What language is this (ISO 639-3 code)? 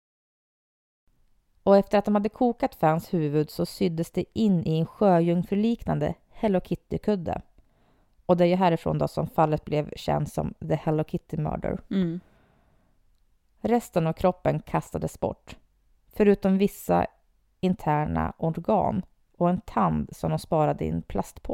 swe